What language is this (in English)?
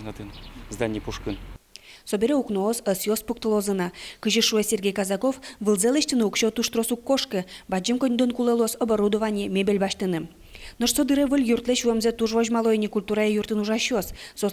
Udmurt